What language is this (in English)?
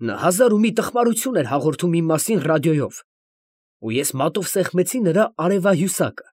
Armenian